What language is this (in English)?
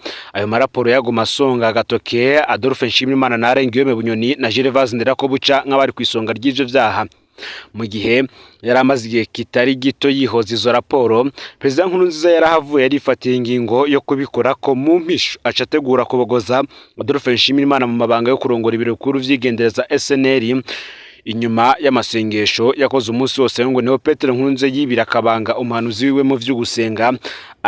Rundi